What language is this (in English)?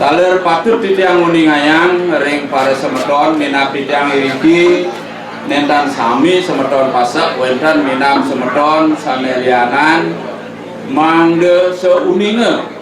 Balinese